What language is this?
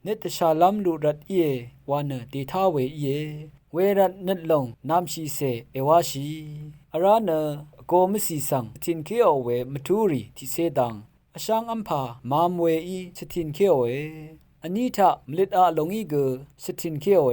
Rawang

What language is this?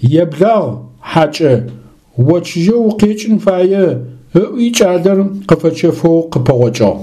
Adyghe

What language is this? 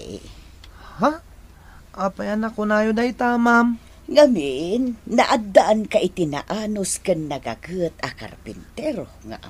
Iloko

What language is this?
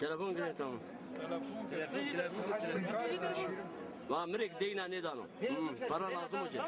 Zaza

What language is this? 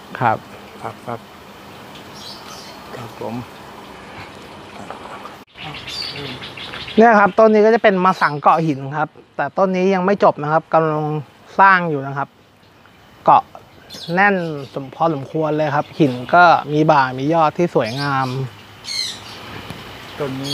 Thai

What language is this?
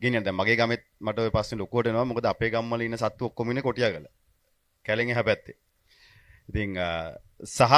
Sinhala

